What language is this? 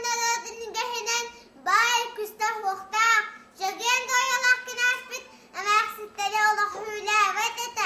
Yakut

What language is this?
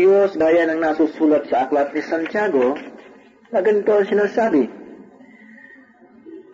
Filipino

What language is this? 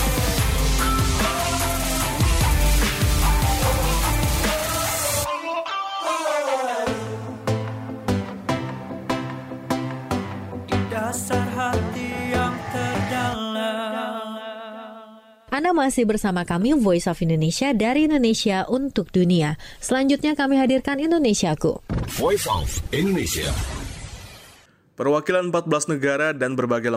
Indonesian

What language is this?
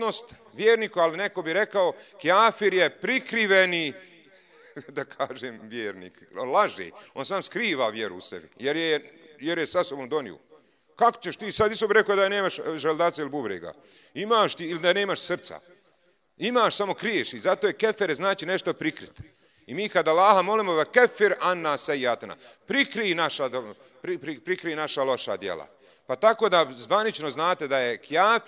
Bosnian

